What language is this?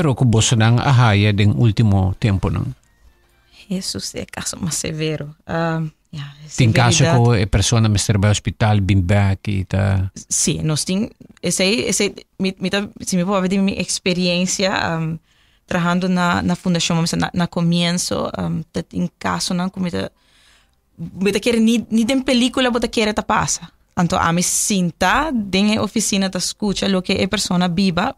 Papiamento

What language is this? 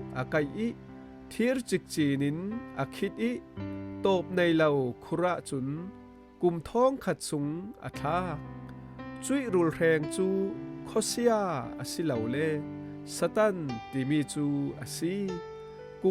Falam Chin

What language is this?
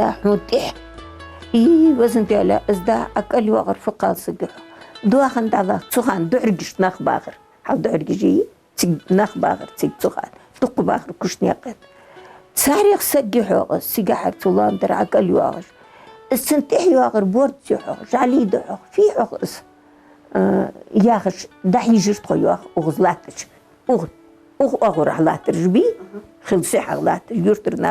Ingush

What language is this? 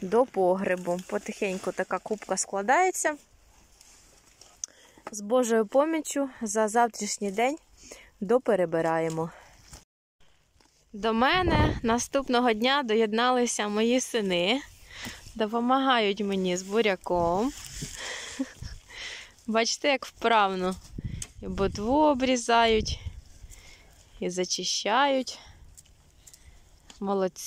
Ukrainian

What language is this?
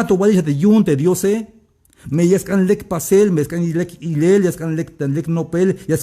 Tzeltal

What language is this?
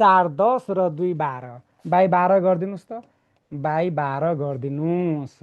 Nepali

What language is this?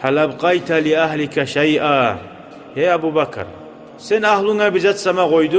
Kumyk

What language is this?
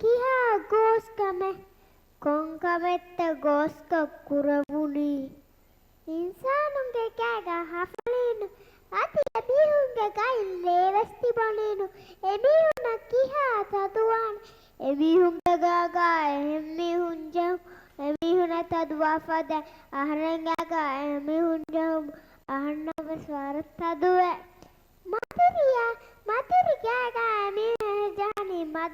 Divehi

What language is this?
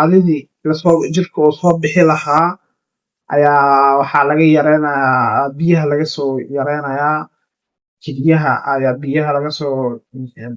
Somali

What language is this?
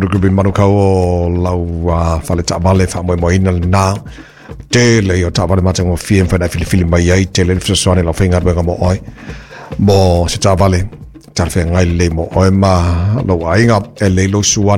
Samoan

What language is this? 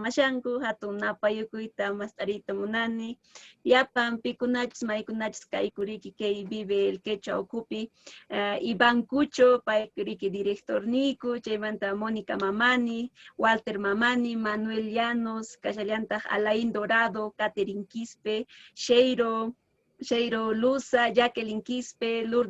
Quechua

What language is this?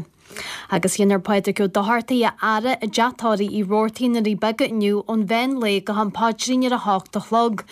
Irish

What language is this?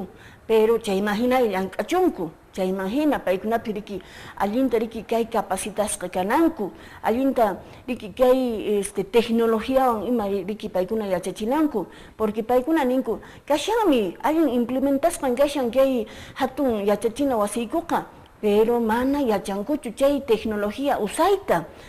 Quechua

